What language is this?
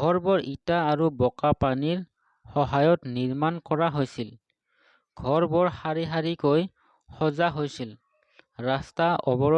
Assamese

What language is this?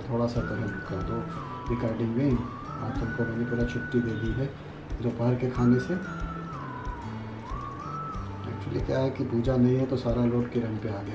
Hindi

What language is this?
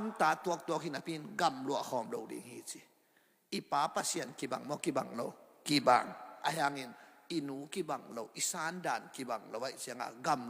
Tedim Chin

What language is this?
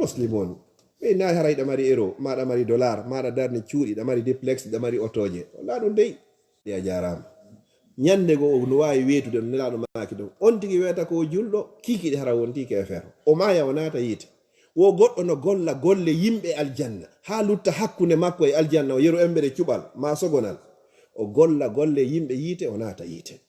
Fula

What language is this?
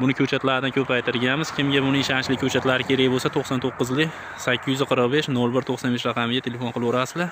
Uzbek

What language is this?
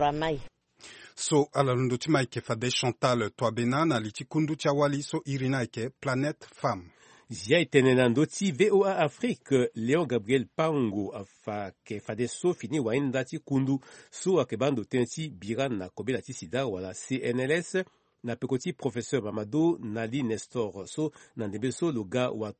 Sango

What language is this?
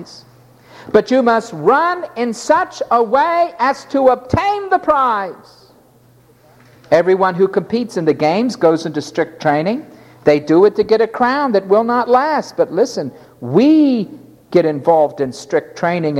English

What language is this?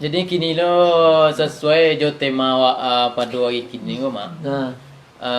Minangkabau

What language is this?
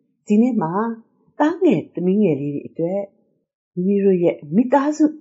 Burmese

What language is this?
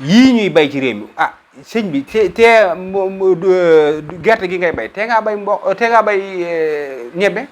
Wolof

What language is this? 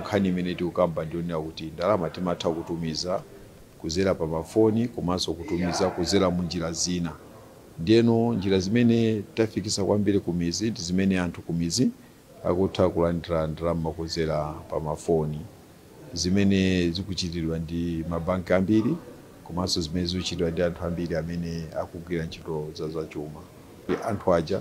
Nyanja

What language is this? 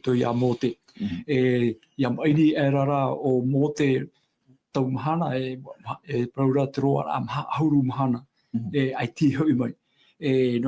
Tahitian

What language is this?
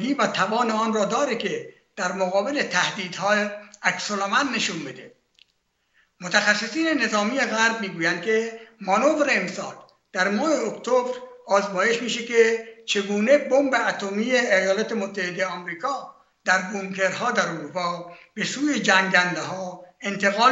Persian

